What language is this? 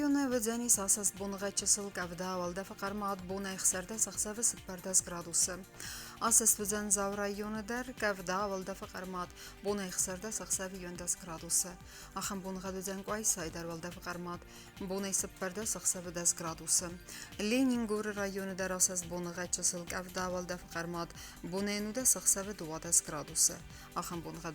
Ossetic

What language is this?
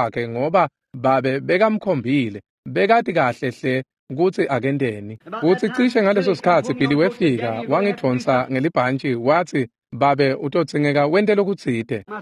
Swati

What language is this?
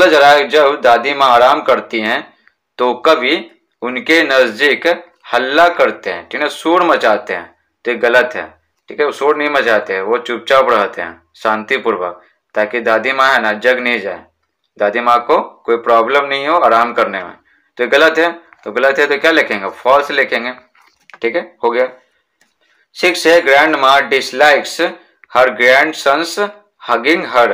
Hindi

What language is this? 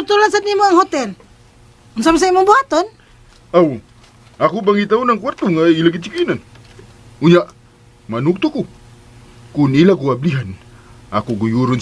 Cebuano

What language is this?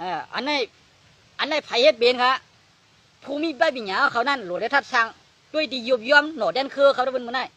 Shan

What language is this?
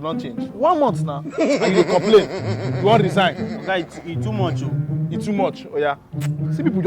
Nigerian Pidgin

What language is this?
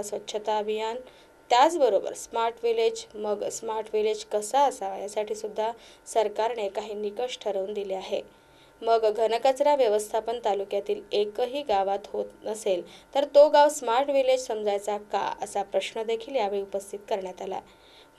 Marathi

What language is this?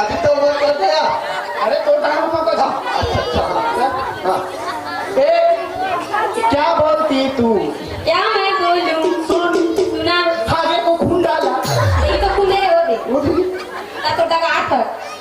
Chhattisgarhi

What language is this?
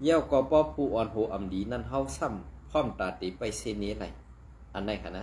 Shan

